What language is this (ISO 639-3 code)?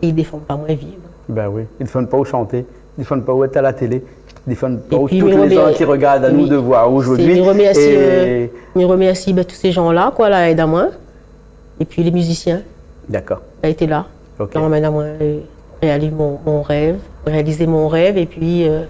rcf